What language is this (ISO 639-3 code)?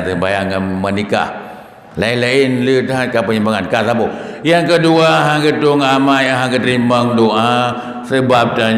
ace